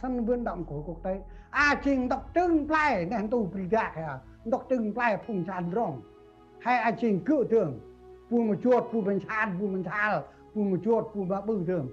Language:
Central Mnong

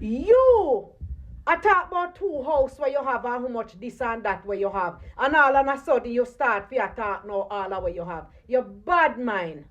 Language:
Jamaican Creole English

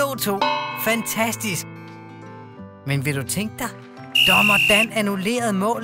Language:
Danish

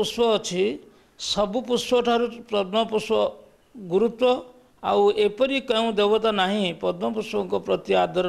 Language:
Odia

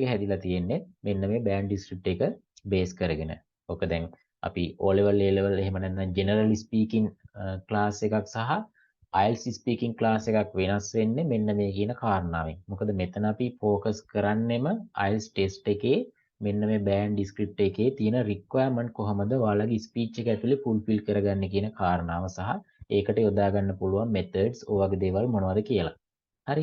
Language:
Sinhala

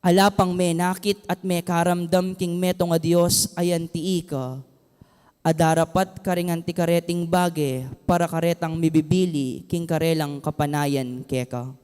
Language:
Pampanga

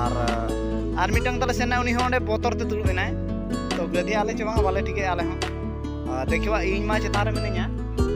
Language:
Santali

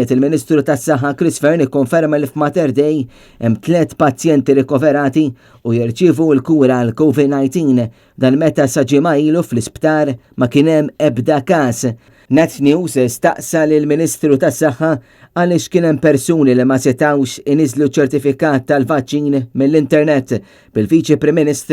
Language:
Maltese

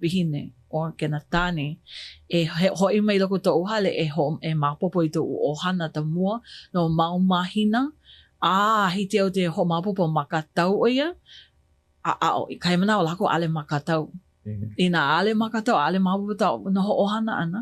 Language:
Hawaiian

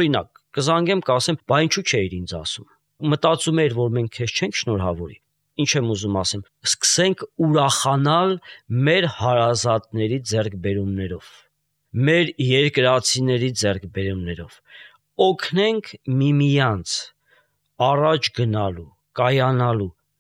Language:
Armenian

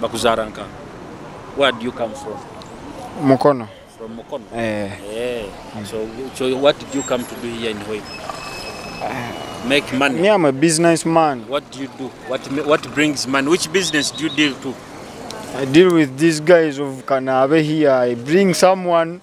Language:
Nyoro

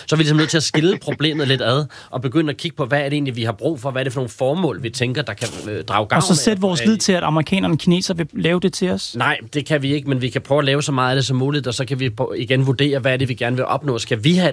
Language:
Danish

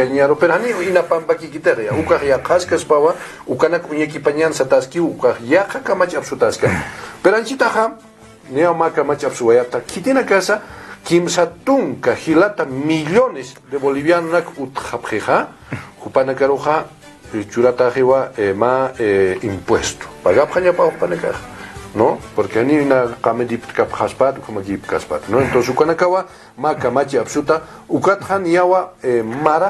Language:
Aymara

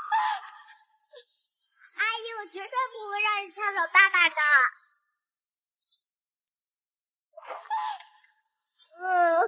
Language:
Chinese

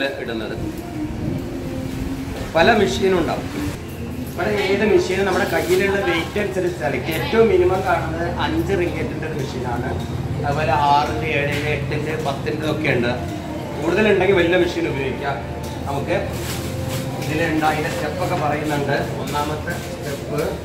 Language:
Malayalam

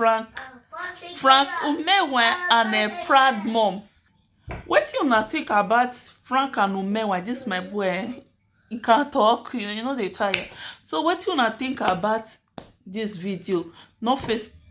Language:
Nigerian Pidgin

